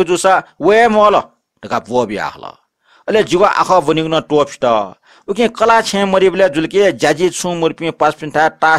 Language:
Newari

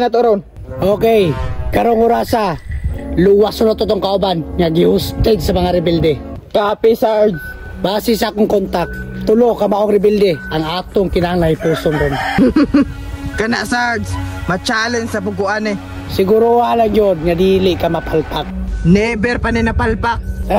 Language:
Cebuano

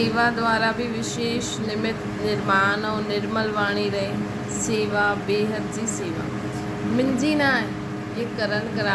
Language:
Sindhi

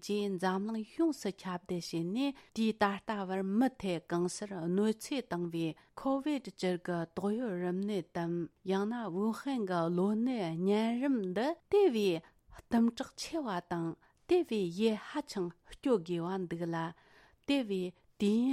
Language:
Tibetan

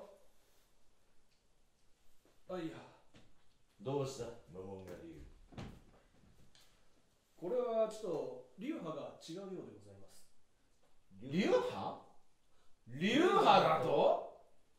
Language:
Japanese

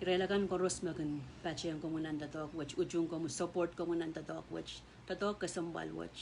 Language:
Pohnpeian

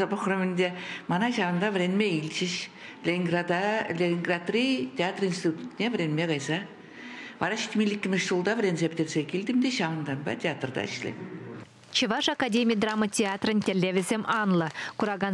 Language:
Chuvash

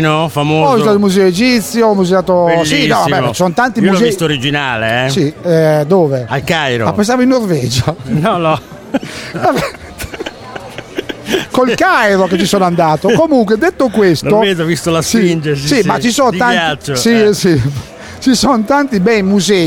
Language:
Italian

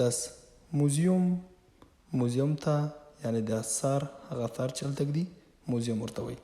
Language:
Pashto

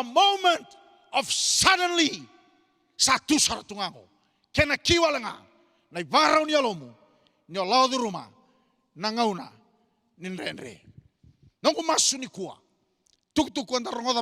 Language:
Fijian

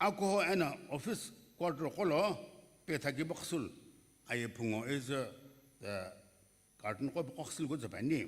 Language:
Sumi Naga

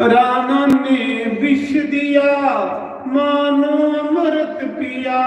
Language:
Dogri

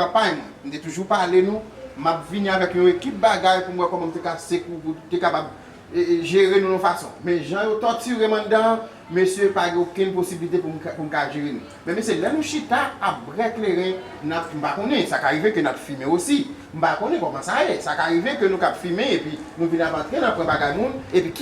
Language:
Haitian Creole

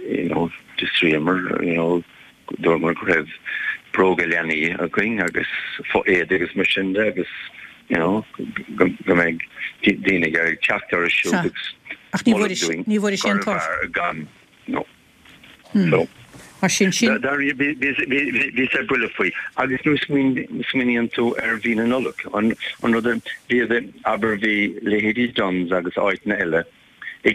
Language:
Irish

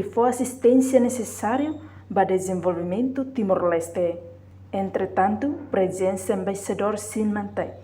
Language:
Tetum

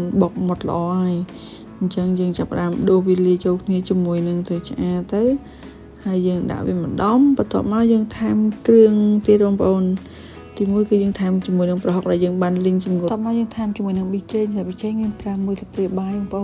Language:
Khmer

